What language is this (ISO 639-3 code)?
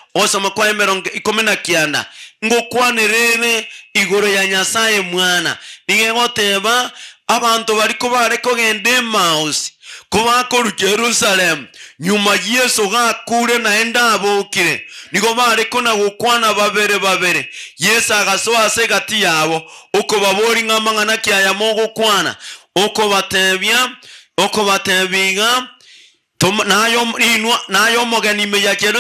guz